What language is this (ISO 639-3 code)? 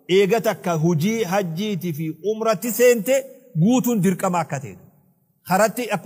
orm